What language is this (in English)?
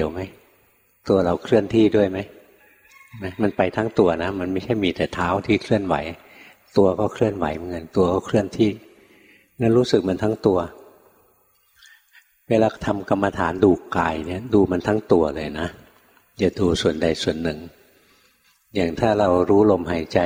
Thai